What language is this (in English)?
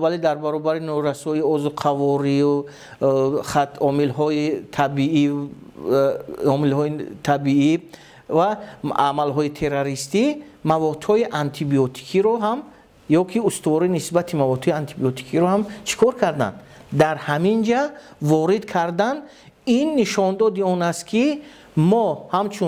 Tajik